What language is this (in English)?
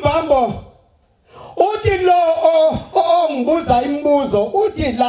Zulu